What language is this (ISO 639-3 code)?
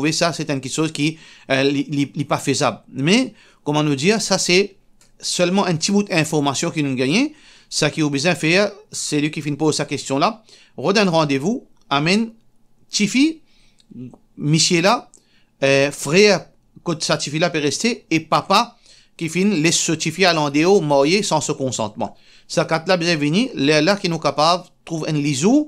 mfe